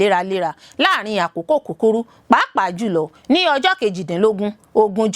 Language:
Yoruba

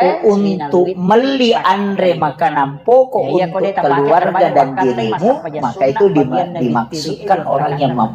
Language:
Buginese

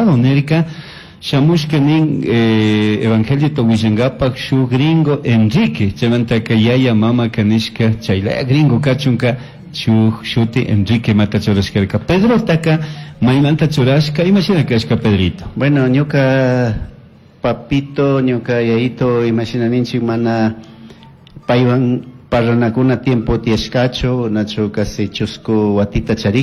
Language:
Chimborazo Highland Quichua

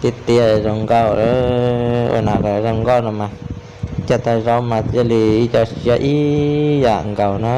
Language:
Hmong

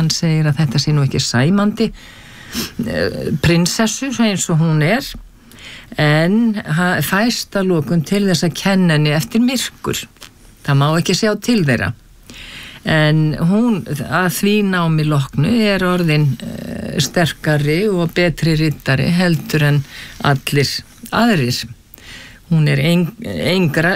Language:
Icelandic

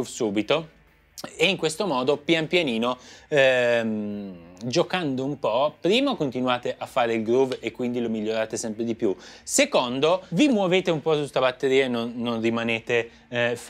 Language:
Italian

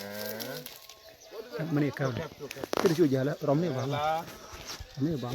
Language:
Nuer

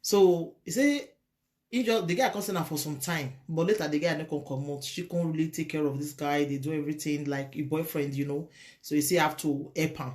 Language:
Nigerian Pidgin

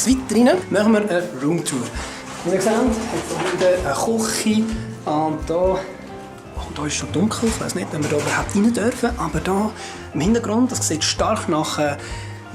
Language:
Swiss German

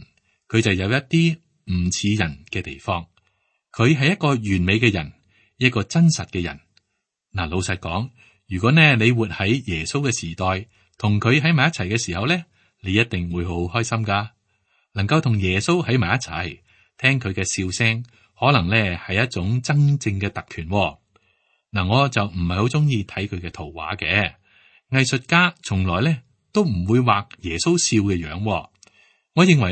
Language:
Cantonese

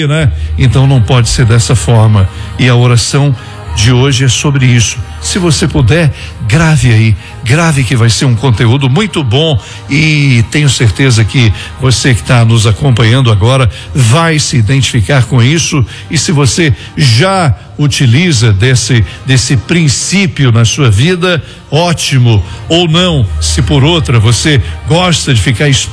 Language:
Portuguese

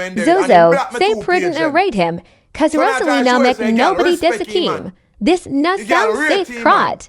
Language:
Jamaican Creole English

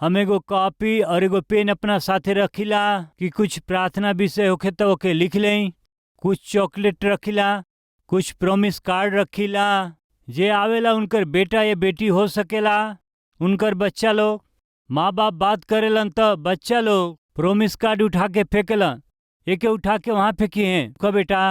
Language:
Bhojpuri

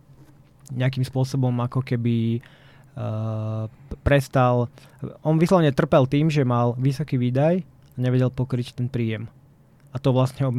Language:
Slovak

